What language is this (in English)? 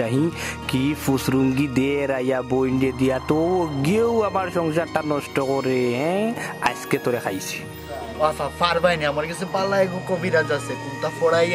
Sylheti